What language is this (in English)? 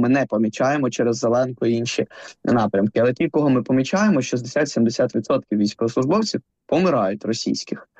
Ukrainian